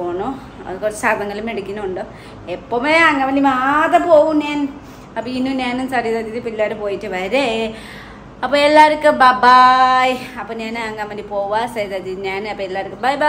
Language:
Malayalam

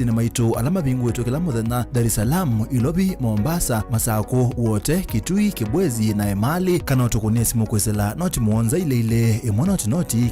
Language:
Kamba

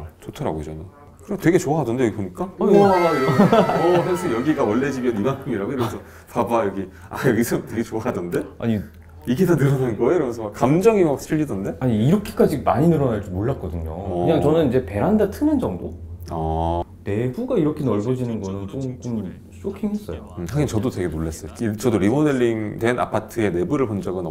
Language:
Korean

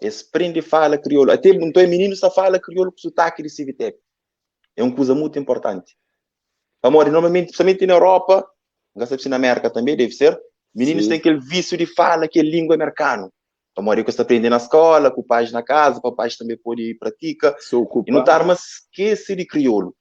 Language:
Kabuverdianu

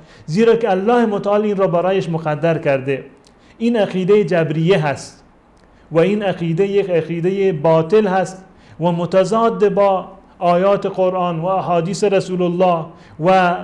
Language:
Persian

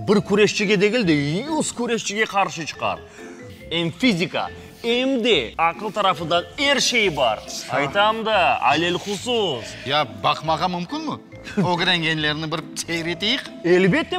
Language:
Crimean Tatar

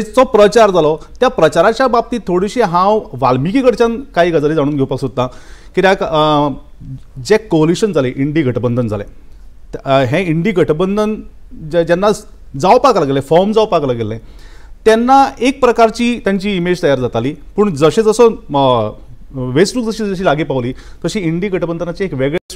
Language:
Konkani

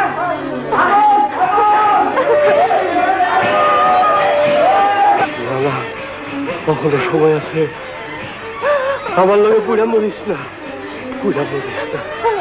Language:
Bangla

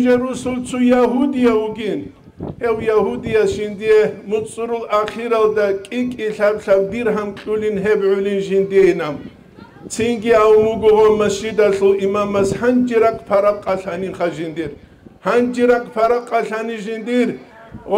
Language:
Avaric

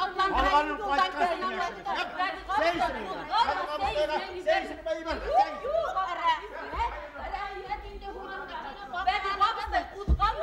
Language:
Bashkir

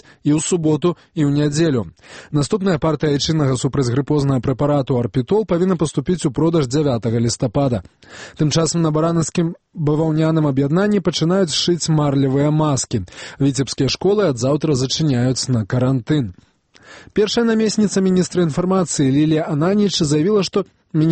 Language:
Belarusian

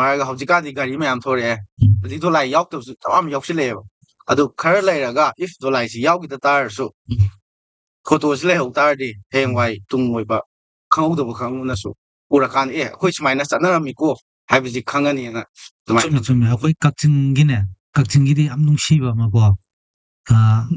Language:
Manipuri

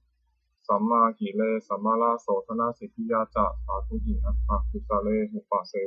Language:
Pali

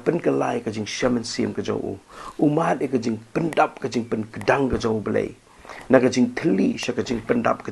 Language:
Khasi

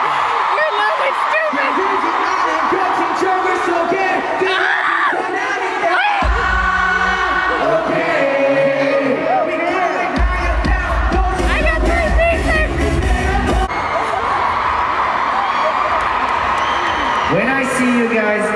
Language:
English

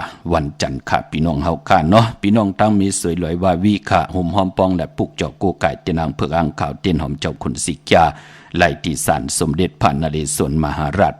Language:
Shan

